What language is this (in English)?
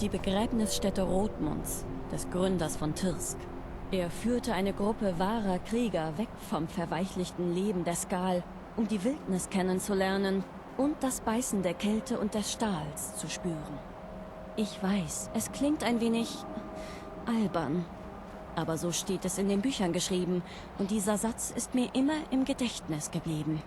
Bavarian